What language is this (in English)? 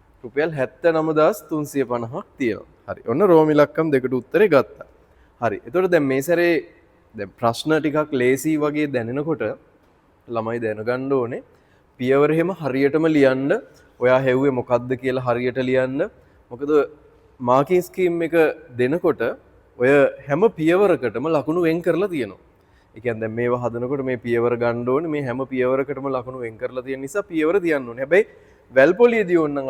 Sinhala